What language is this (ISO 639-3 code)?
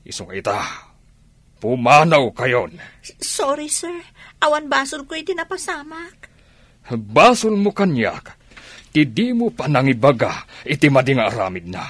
ilo